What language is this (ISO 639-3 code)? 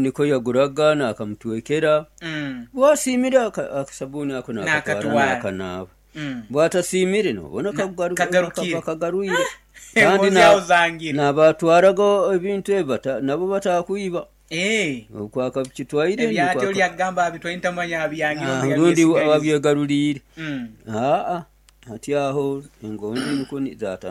nyo